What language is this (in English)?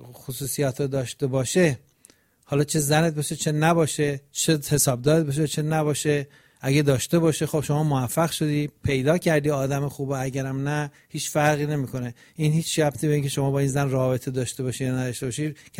Persian